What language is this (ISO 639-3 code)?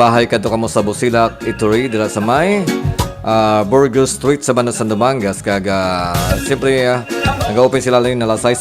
hil